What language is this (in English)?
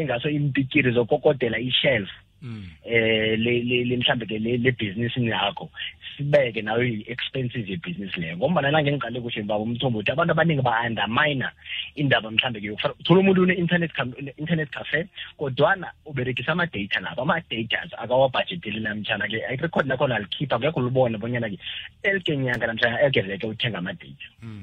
South Ndebele